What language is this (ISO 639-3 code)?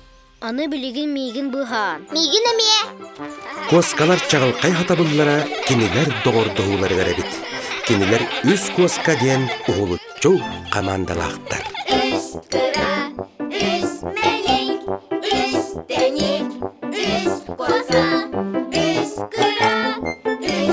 sah